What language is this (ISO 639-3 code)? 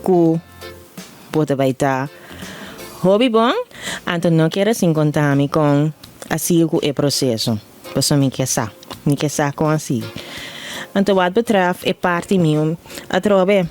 pap